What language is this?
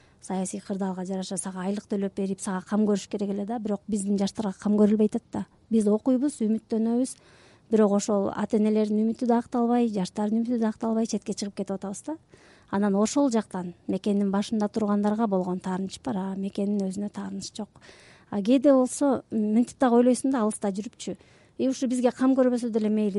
Kyrgyz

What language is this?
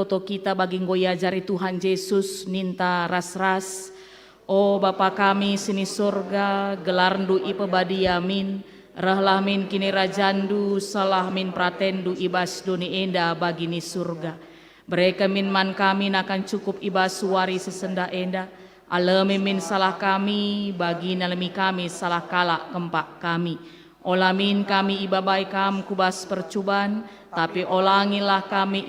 Batak Karo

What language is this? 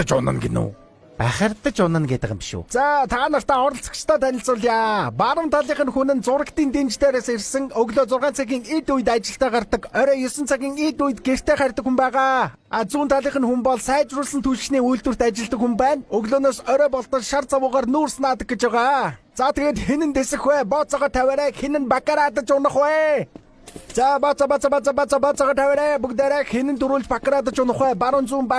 Mongolian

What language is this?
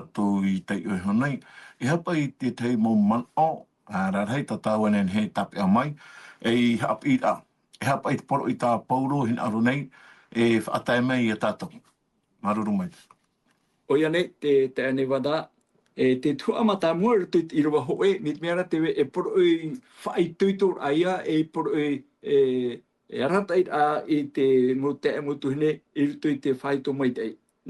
Tahitian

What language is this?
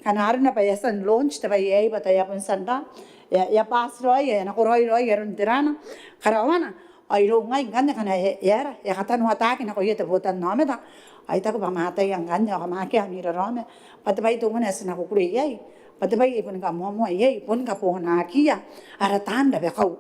Gilbertese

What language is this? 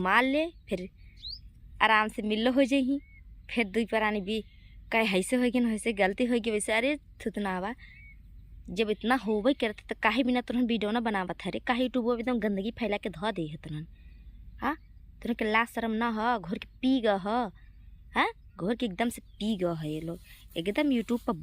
Bhojpuri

